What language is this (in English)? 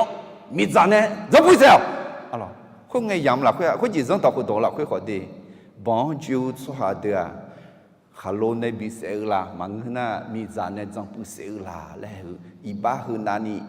Akha